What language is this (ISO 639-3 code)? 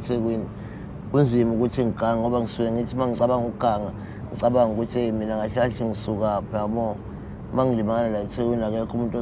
zul